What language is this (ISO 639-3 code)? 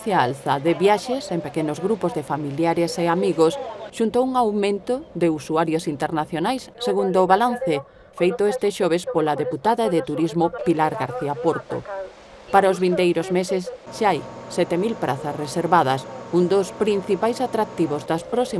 glg